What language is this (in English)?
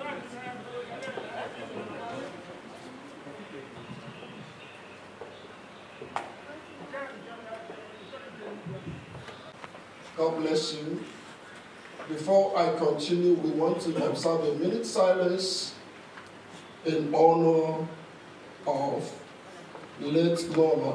English